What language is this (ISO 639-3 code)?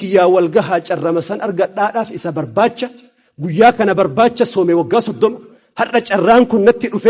orm